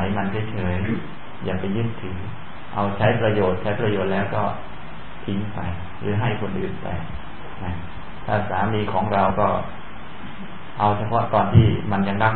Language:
Thai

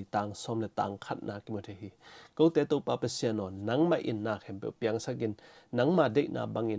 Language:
Tedim Chin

